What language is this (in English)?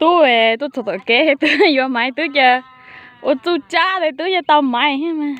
Hmong